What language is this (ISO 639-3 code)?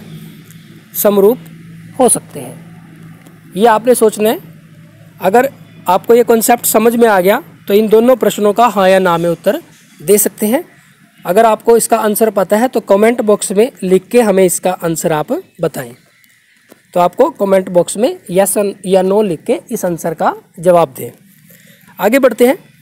hin